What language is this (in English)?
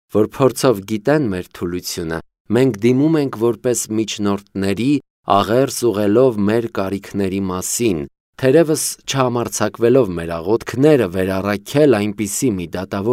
Armenian